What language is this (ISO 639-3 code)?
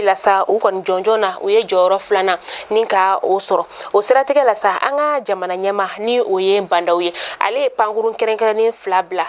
bam